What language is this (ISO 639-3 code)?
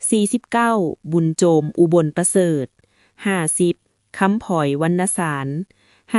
lao